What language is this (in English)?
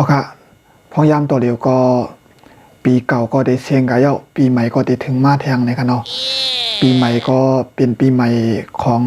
Shan